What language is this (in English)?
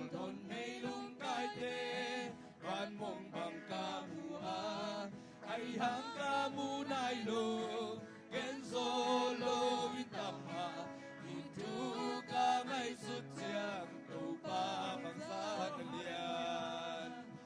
Tedim Chin